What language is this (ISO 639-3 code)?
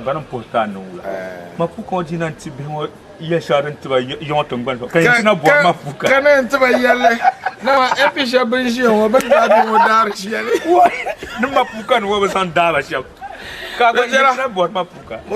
dag